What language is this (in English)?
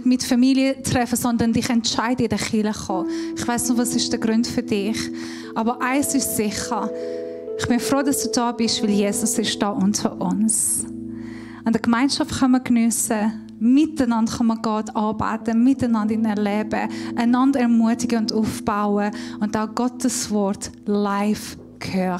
Swiss German